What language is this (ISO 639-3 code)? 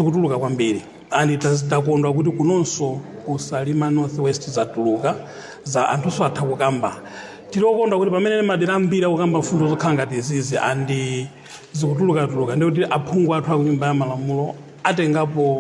nya